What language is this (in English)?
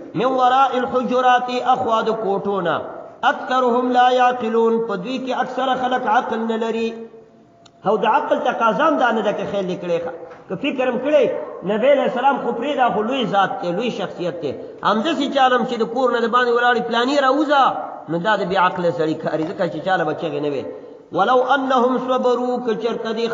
Pashto